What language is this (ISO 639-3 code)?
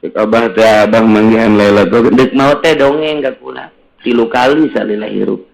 sun